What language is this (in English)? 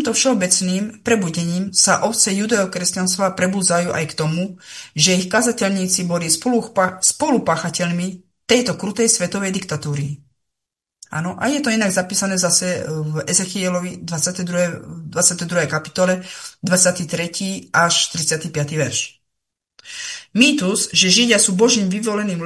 Slovak